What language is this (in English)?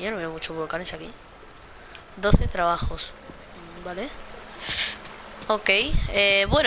Spanish